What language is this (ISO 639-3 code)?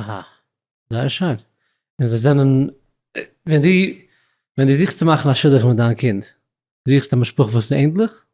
yid